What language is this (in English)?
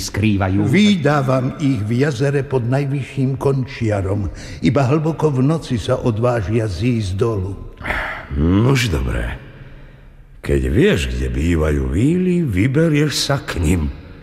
Slovak